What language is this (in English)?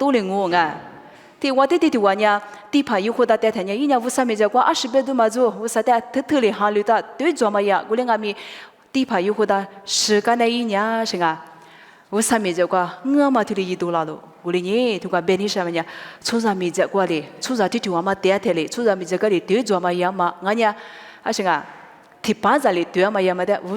Lisu